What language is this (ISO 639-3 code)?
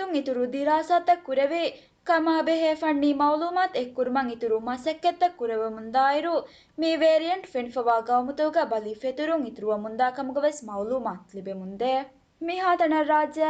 div